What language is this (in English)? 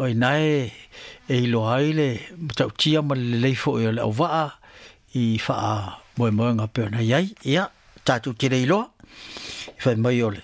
Samoan